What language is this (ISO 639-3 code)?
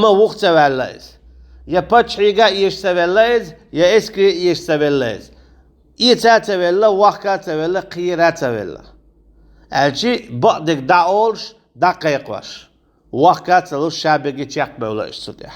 che